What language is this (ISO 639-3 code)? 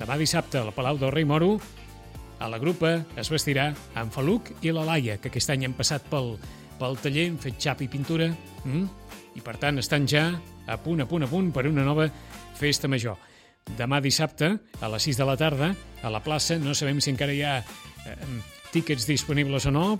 cat